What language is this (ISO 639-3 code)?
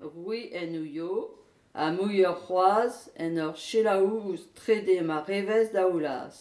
bre